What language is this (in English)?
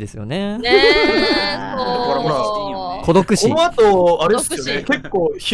Japanese